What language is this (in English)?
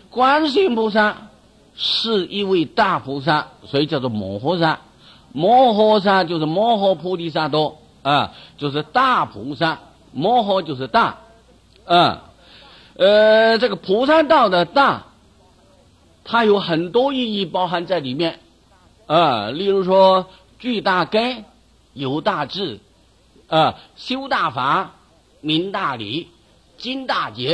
Chinese